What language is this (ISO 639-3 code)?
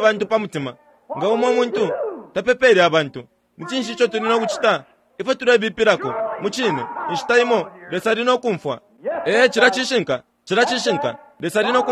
bem